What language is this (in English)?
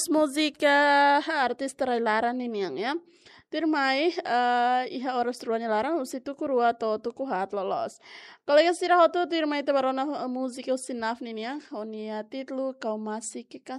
Tetum